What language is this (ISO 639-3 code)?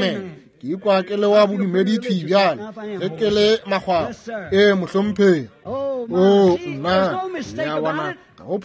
nso